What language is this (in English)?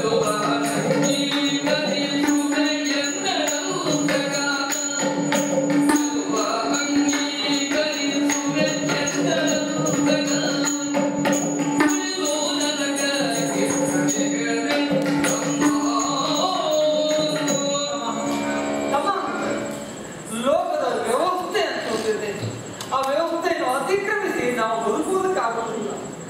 Kannada